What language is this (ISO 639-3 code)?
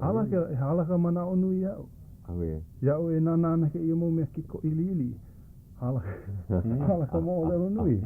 haw